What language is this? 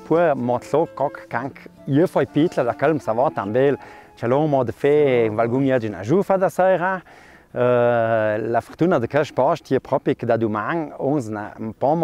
Ladin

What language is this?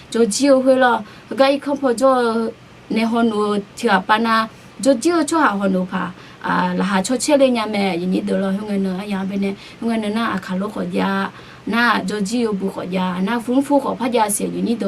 Akha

